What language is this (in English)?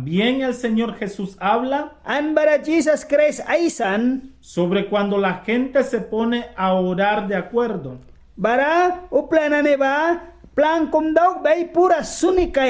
Mískito